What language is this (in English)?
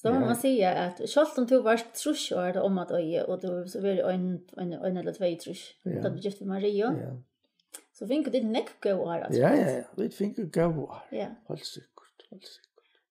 Faroese